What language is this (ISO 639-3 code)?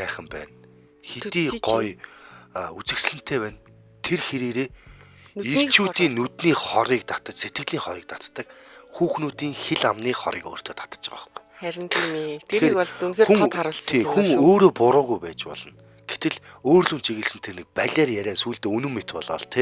mon